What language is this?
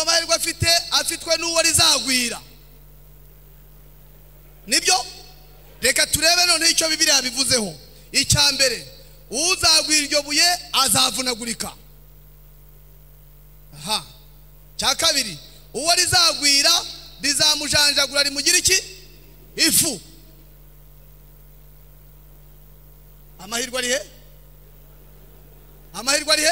Kinyarwanda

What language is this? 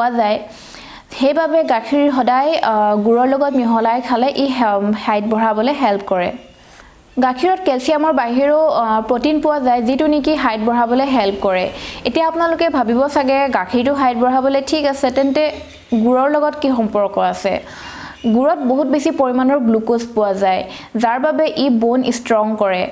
Assamese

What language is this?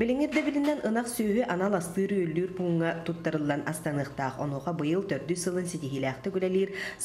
Yakut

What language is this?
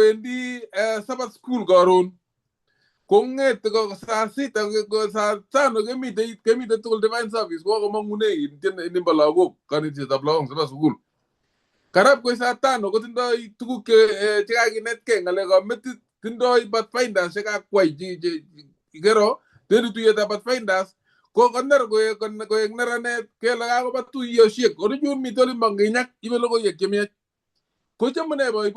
Kalenjin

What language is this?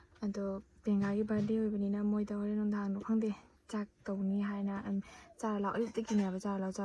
Manipuri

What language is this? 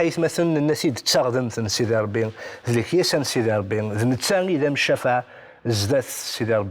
Kabyle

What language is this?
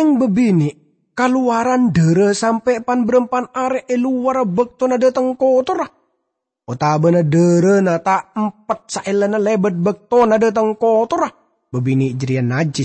Madurese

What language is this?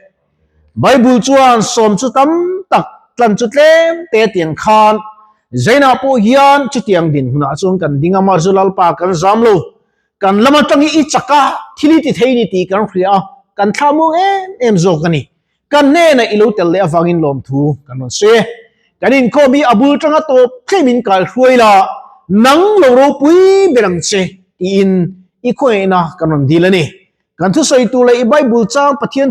Mizo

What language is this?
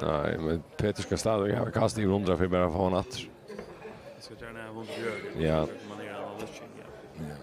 Faroese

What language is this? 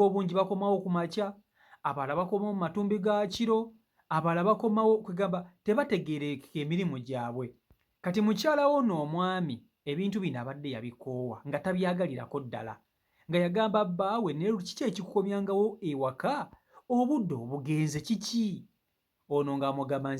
Ganda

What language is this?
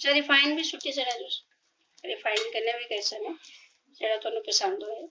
Dogri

